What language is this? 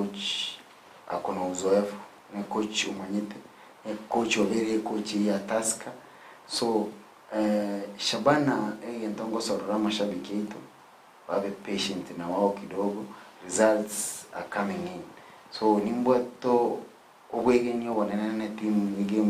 Gusii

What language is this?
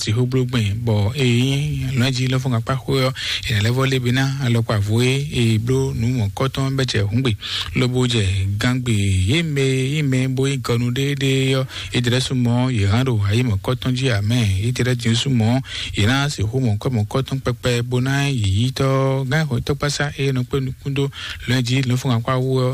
Fon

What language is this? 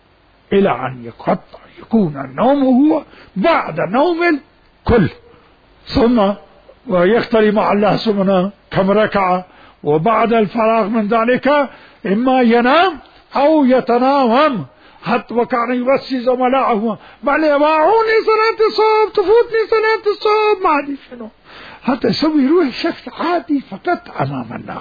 Mesopotamian Arabic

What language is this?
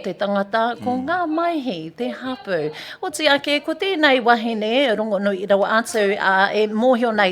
Māori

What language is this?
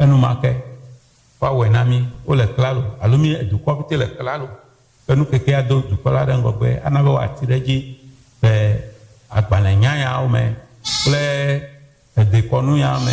Ewe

